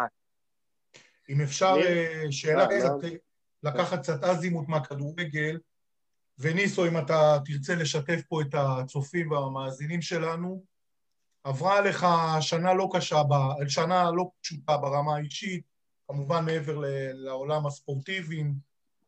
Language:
Hebrew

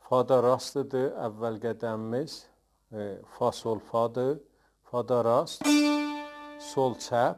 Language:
South Azerbaijani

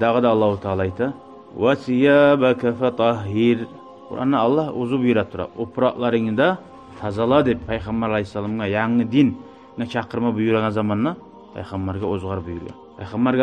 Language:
Kumyk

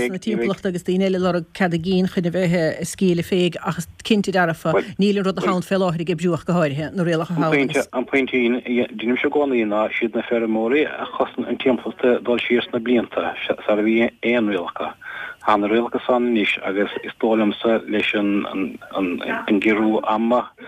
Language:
Irish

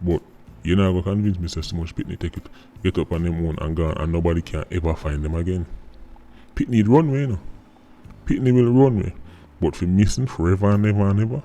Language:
Jamaican Creole English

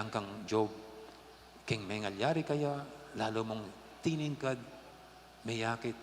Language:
Pampanga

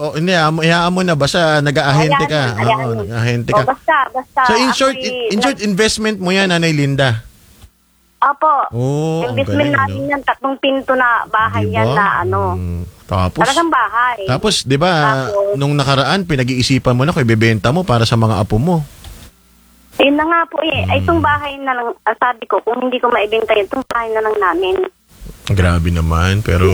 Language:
Filipino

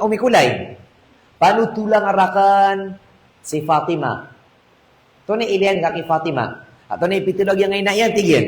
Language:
Maranao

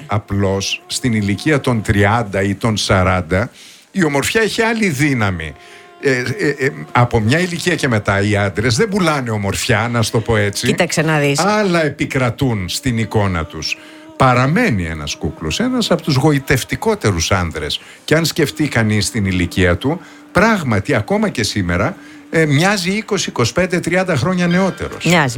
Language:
Greek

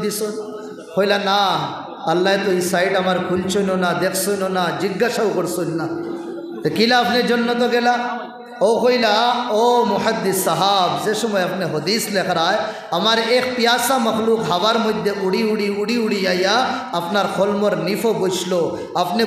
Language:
Sylheti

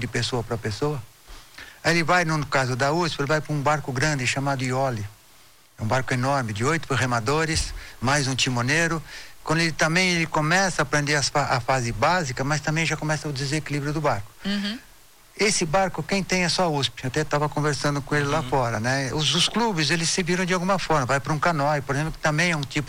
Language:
Portuguese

